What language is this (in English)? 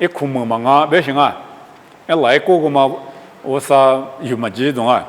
Lisu